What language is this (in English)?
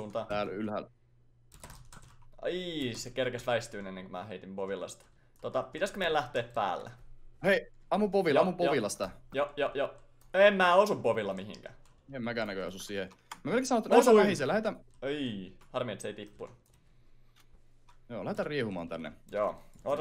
Finnish